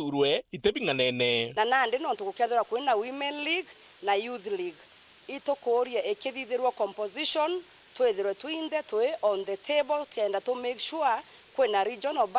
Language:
Meru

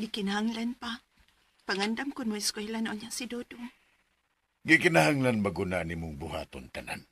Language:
Cebuano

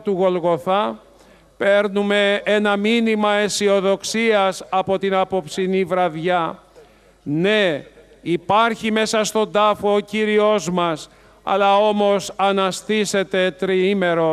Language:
Greek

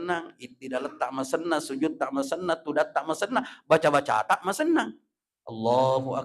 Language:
Buginese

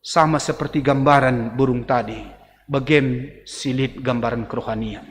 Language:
Batak Karo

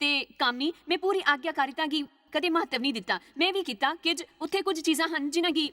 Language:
Dogri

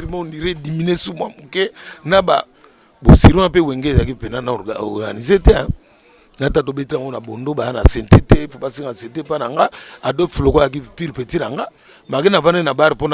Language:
Lingala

